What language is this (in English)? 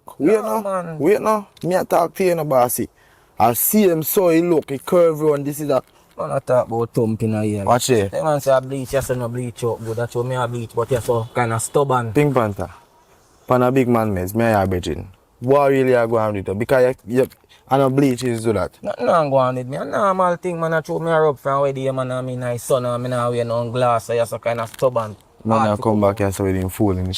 Jamaican Creole English